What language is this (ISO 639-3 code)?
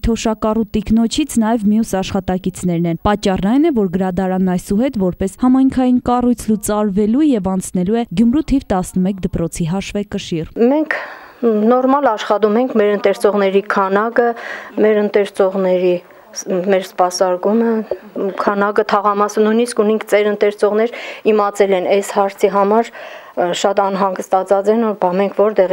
hye